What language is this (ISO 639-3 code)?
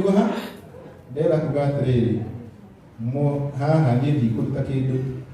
kik